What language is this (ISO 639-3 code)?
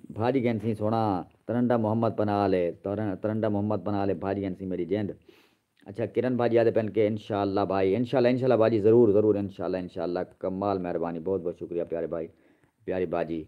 skr